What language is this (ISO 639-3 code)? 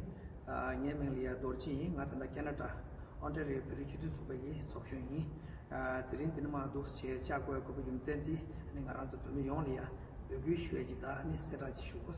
bod